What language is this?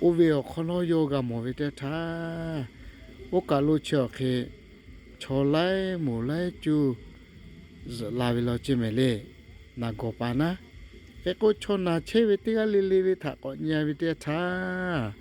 Lahu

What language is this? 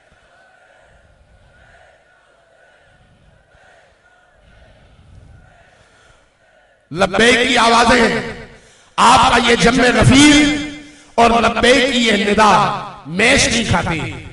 Hindi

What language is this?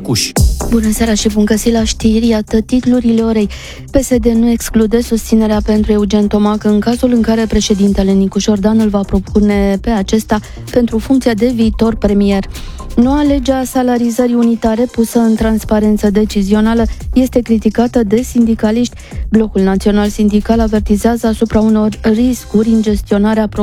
Romanian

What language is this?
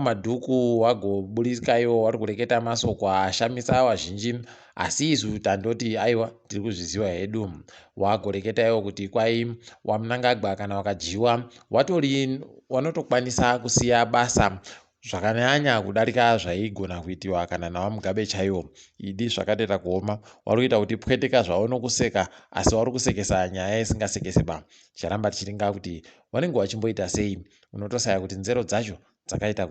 Ndau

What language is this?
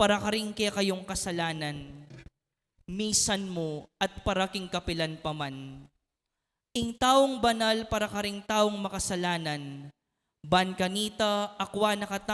Pampanga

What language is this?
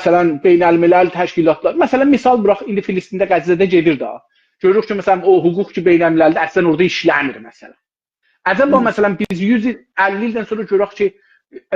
South Azerbaijani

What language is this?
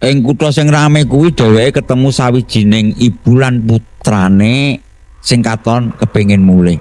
Javanese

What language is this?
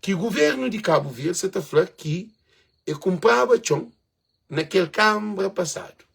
Kabuverdianu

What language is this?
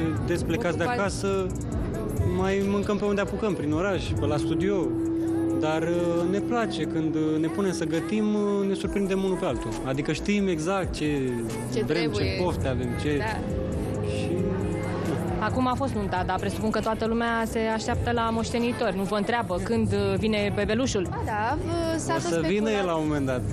Romanian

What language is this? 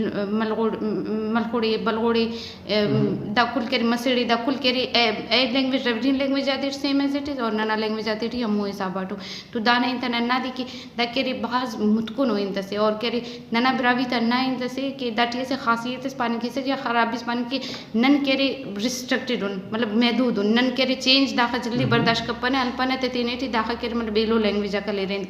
Brahui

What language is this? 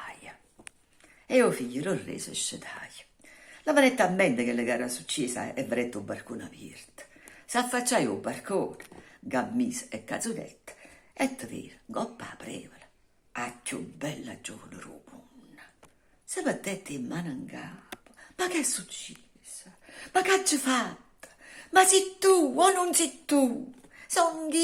Neapolitan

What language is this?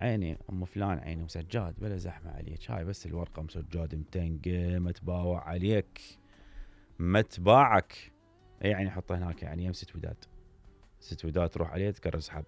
Mesopotamian Arabic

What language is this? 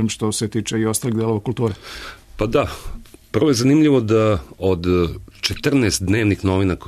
Serbian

